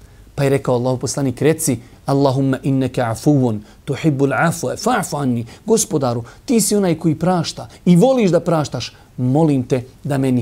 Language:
Bosnian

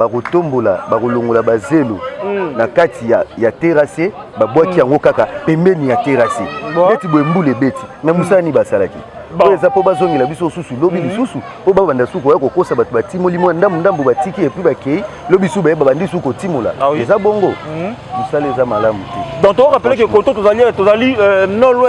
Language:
Lingala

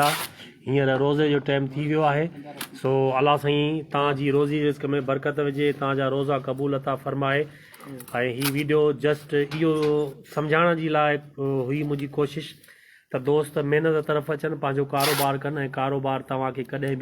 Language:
Sindhi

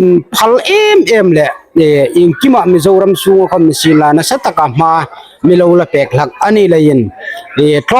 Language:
Hmar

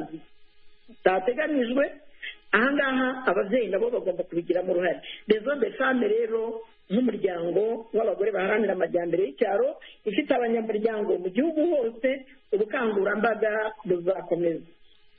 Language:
Kinyarwanda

